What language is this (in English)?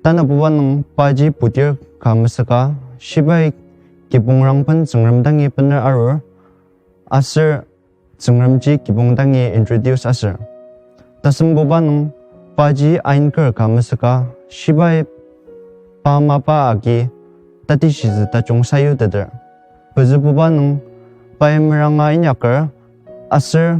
Ao Naga